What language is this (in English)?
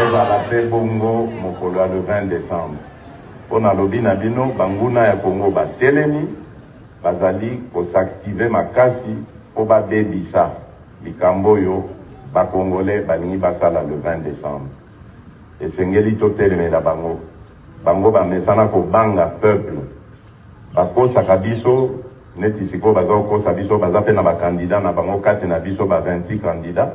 Lingala